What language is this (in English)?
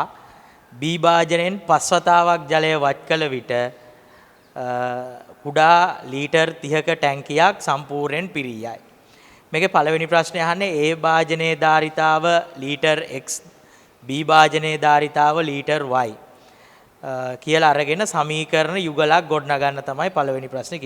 Sinhala